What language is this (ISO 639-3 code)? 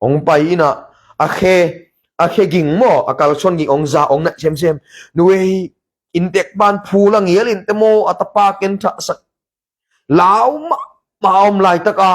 ctd